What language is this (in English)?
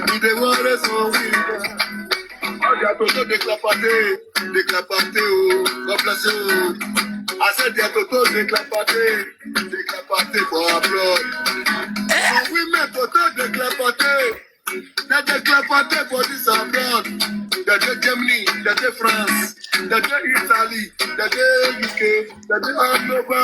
Nigerian Pidgin